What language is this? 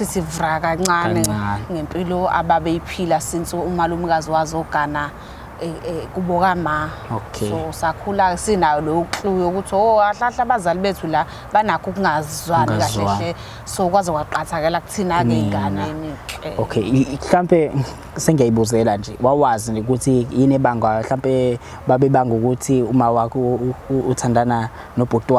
Zulu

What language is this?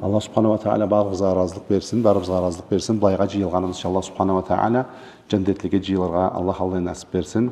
Karachay-Balkar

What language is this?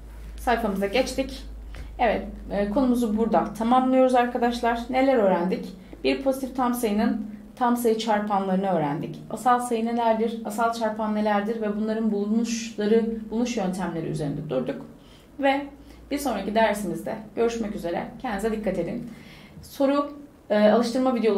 Turkish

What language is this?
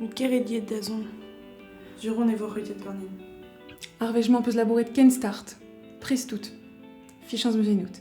Breton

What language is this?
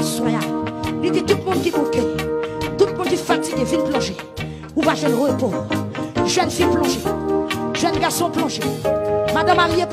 Haitian Creole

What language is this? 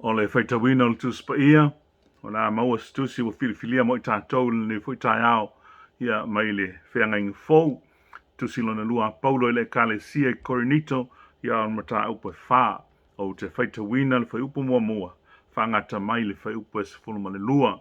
Samoan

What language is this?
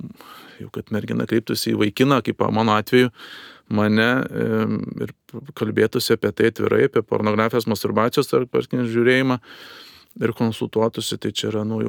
Lithuanian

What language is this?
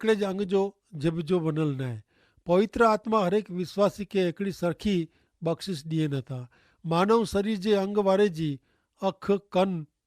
Kachhi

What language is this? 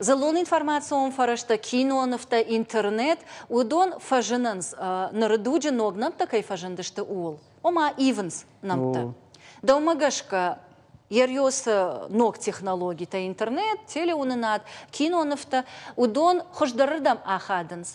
Ossetic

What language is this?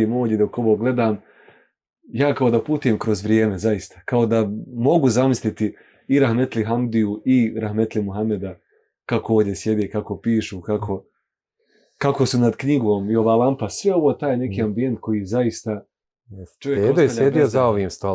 Bosnian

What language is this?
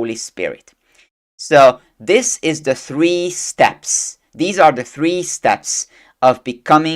English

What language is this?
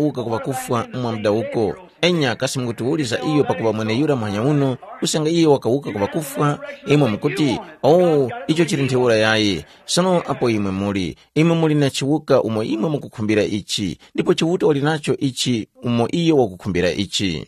Tumbuka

